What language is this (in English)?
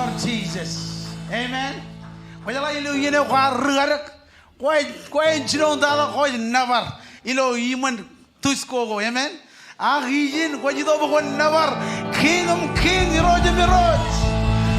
Marshallese